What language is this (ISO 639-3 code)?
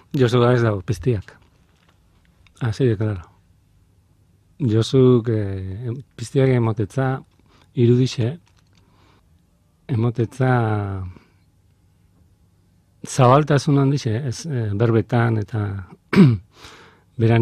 eus